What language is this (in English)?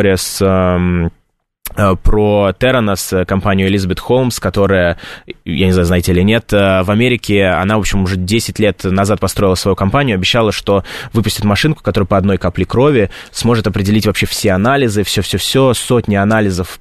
Russian